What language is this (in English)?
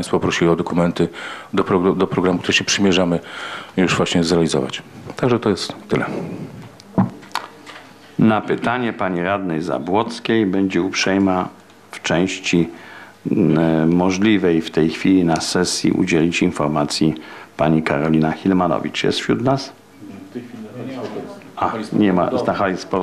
Polish